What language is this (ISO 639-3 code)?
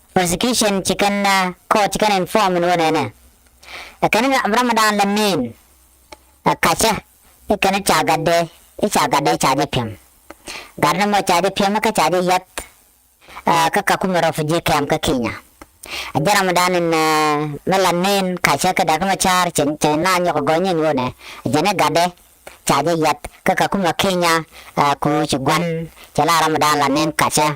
nus